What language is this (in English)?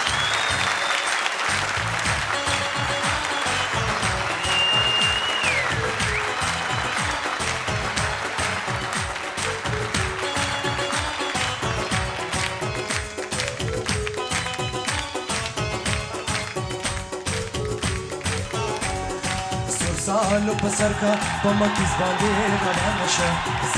Persian